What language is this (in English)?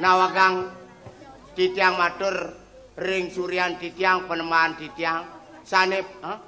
Balinese